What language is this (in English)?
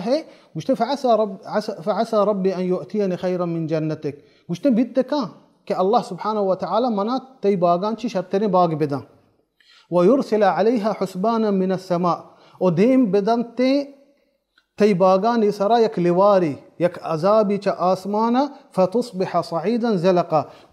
Baluchi